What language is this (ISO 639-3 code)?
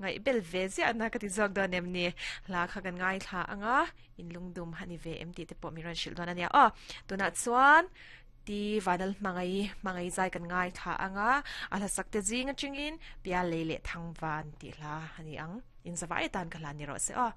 lus